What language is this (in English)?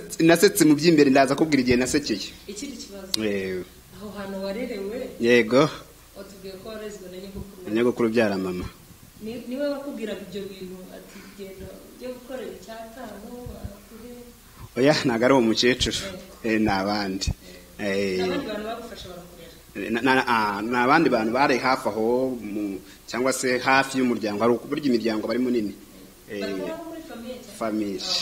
Kinyarwanda